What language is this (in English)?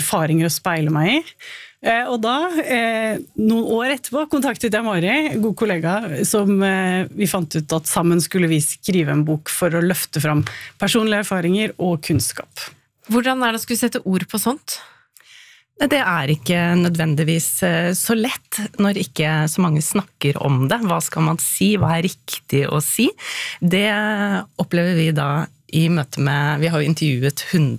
Norwegian